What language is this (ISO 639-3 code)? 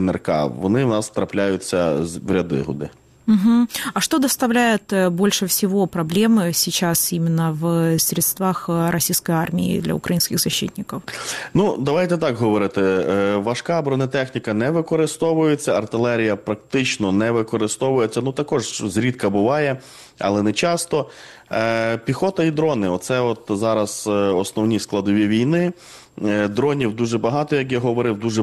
ukr